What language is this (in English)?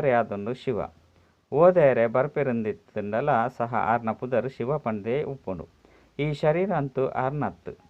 Tulu